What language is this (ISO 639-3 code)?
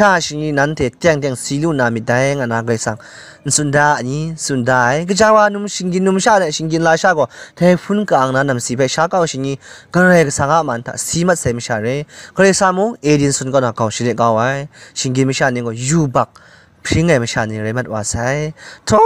kac